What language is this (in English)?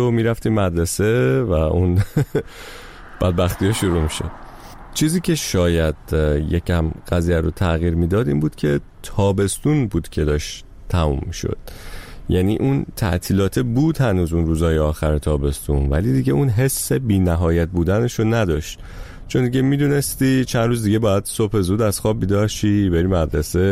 Persian